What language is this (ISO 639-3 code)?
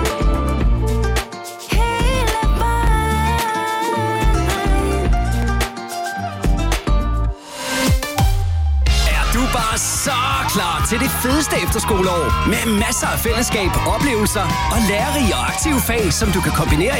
dan